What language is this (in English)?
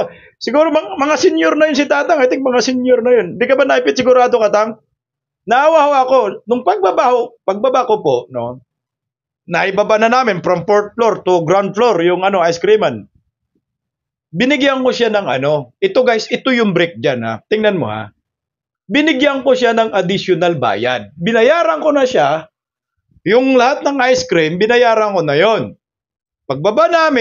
Filipino